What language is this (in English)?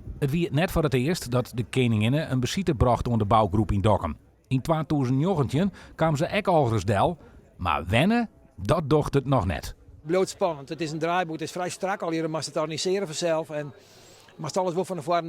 Western Frisian